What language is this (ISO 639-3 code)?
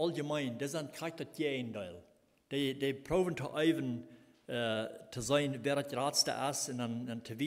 pdt